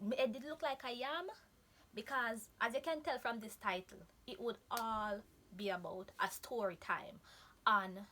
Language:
Jamaican Creole English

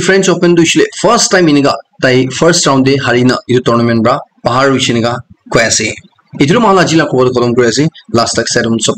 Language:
Naga Pidgin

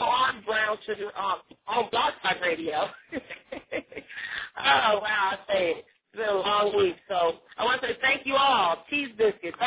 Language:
English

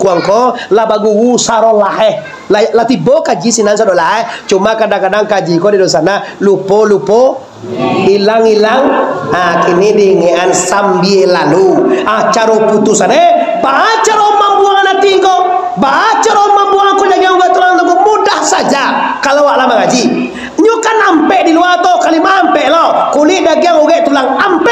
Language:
Minangkabau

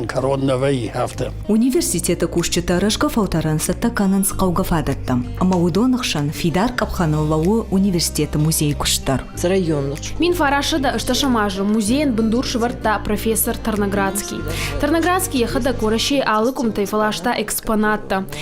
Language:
Ossetic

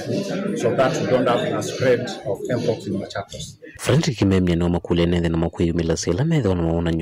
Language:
Kamba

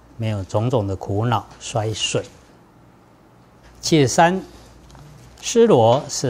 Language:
Chinese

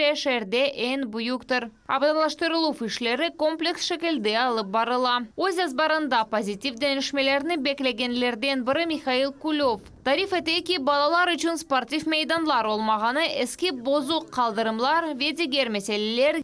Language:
Crimean Tatar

